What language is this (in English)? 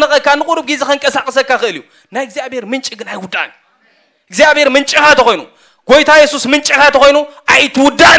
Tigrinya